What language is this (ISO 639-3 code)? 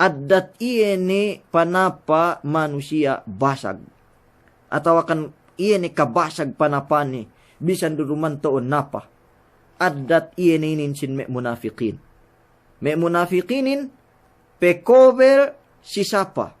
yka